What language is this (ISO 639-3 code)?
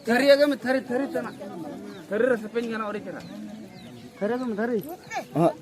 sat